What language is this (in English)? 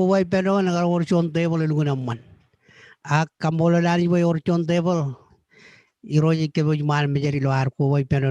Marshallese